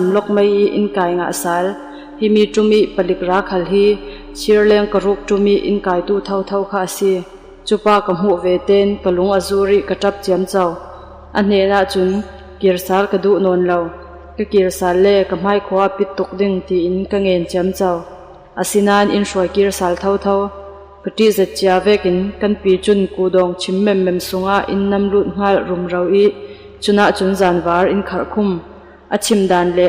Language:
Falam Chin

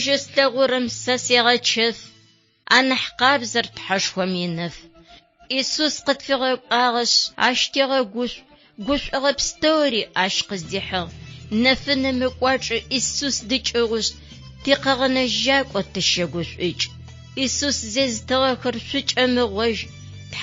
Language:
Adyghe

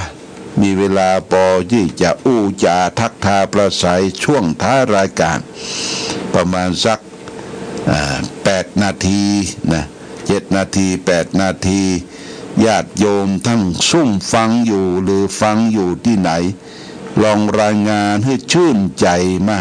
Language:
Pali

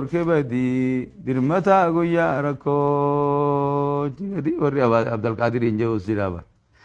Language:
Oromo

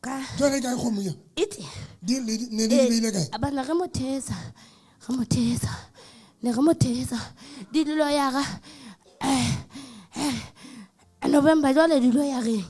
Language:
Southern Sotho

